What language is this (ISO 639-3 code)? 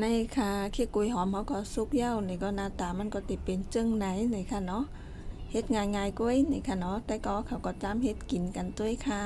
shn